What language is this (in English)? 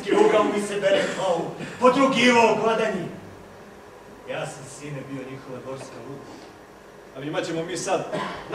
Serbian